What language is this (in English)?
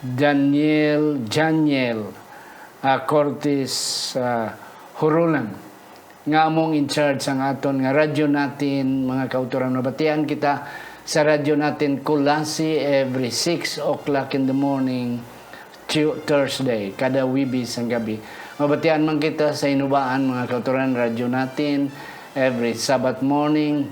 Hiligaynon